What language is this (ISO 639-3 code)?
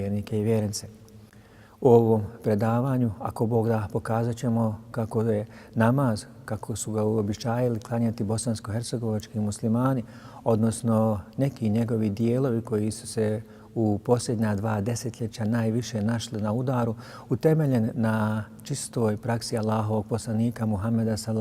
bos